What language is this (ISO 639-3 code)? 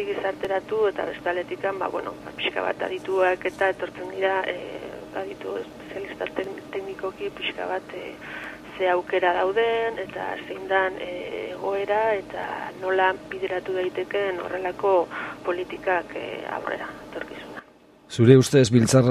eus